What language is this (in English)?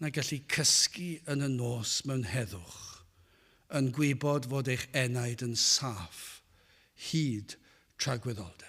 Welsh